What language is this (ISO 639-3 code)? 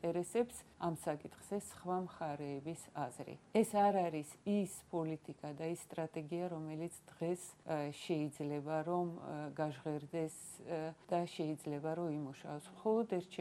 kat